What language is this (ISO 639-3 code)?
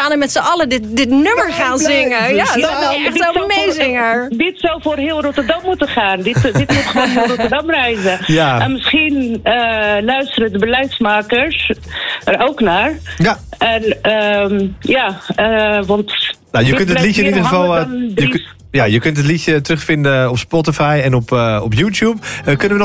nld